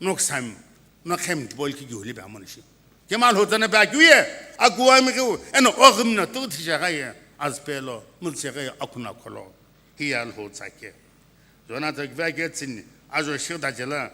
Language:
Sumi Naga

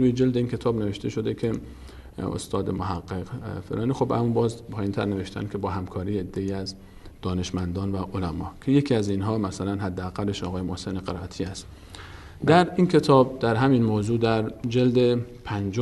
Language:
Persian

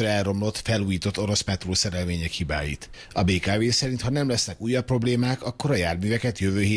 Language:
Hungarian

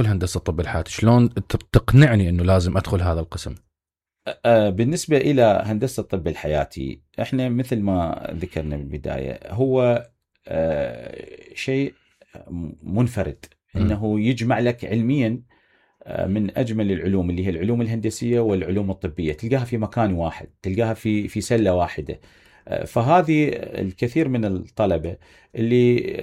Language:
Mesopotamian Arabic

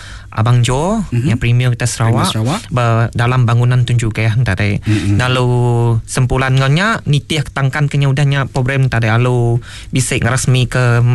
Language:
Iban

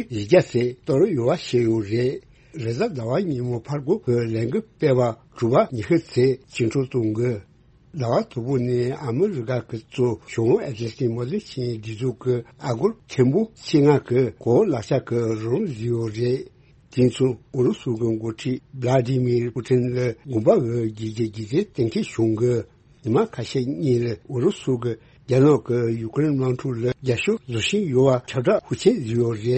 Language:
Tibetan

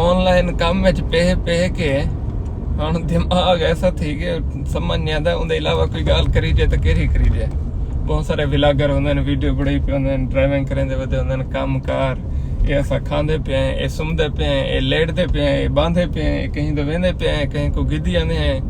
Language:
Saraiki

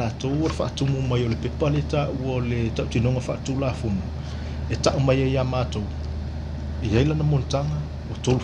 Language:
Samoan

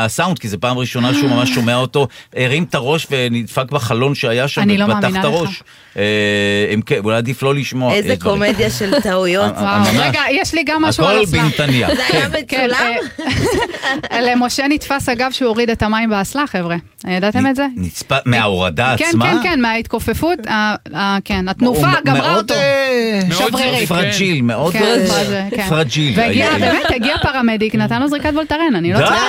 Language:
Hebrew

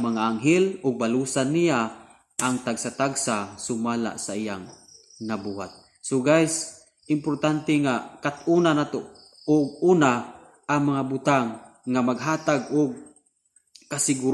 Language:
Cebuano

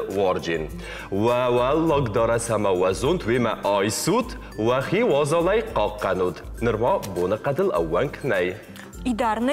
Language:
Ossetic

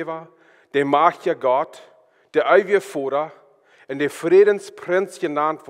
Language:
Plautdietsch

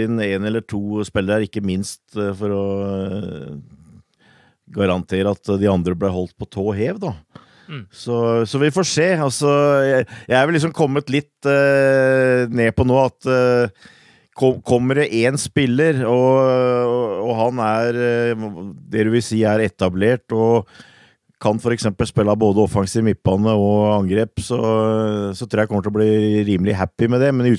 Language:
Norwegian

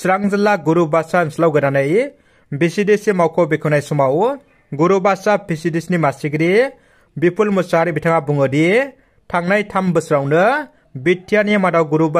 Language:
Bodo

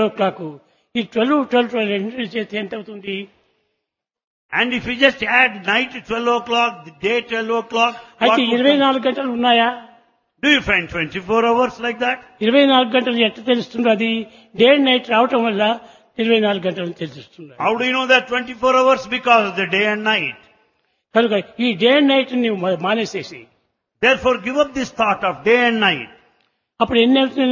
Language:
Telugu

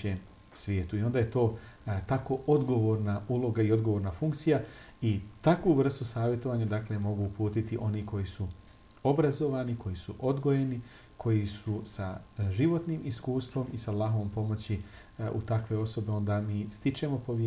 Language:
Bosnian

